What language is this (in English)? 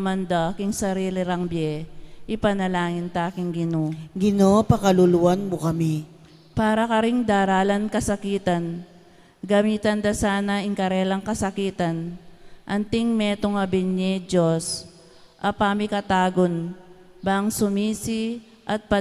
Pampanga